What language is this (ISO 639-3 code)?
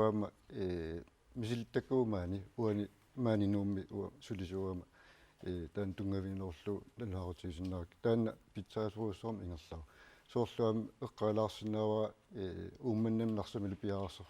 kal